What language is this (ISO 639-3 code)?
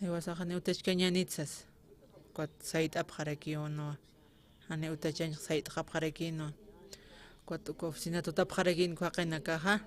aym